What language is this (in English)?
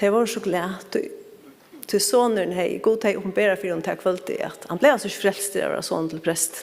Faroese